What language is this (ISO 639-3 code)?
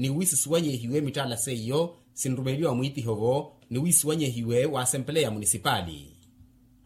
vmw